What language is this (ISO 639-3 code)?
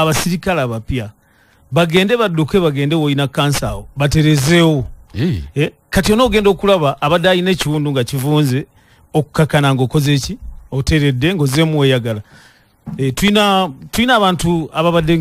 lug